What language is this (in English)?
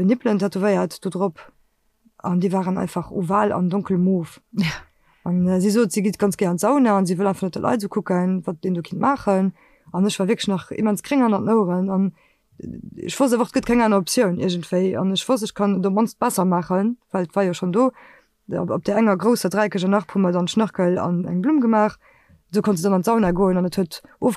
Luxembourgish